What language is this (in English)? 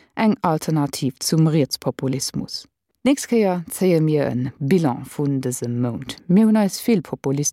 Luxembourgish